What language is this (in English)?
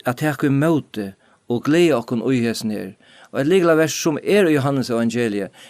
Faroese